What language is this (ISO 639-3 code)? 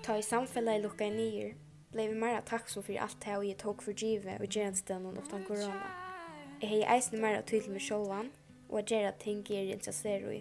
fao